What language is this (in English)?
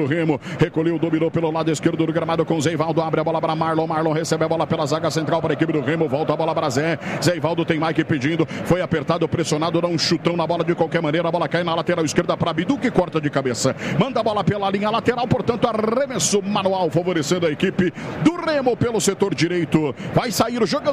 Portuguese